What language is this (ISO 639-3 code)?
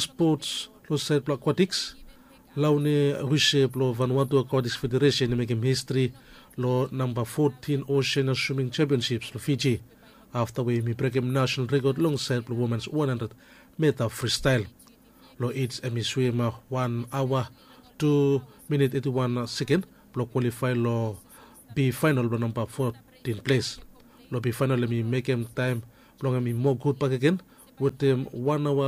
bis